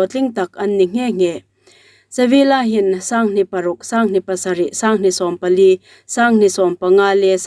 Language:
Hmar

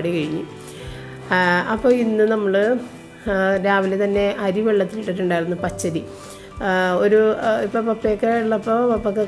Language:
Malayalam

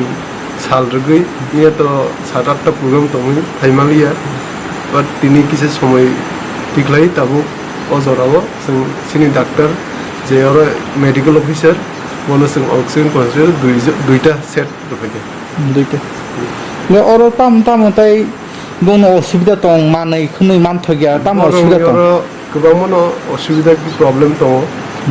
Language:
Kok Borok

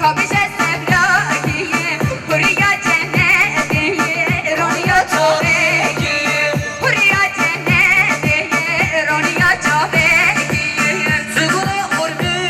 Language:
Kurdish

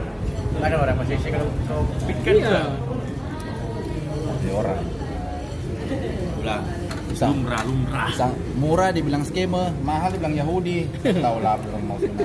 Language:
Malay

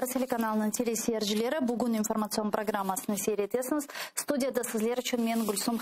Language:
Crimean Tatar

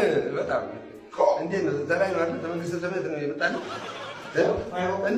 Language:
Amharic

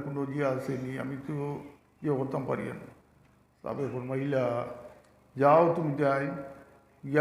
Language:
Sylheti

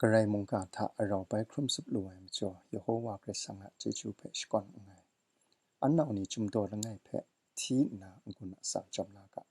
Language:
Kachin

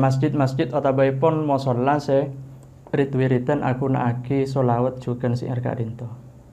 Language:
Madurese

